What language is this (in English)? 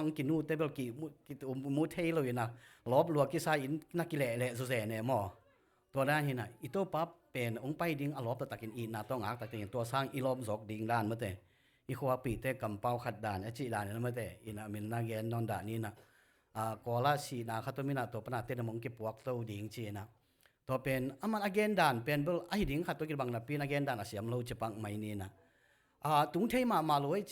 Tedim Chin